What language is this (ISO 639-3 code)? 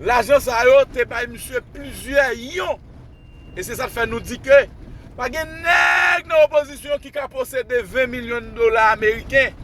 hat